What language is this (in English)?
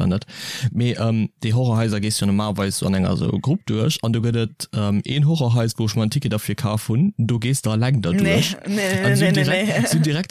Luxembourgish